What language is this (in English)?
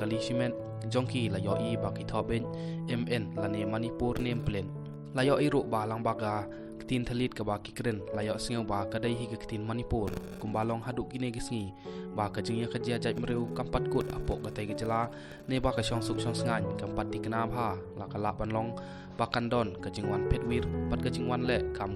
Khasi